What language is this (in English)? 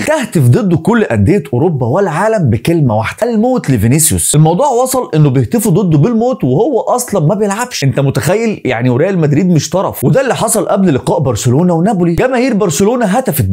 Egyptian Arabic